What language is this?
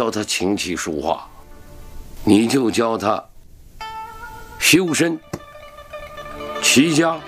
Chinese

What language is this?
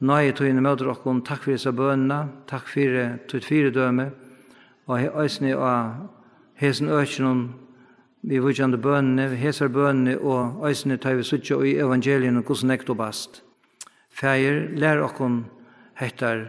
Faroese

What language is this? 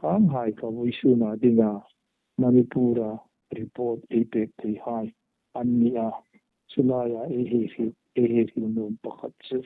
Hmar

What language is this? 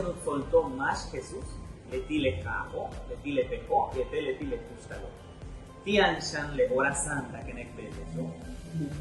Yucateco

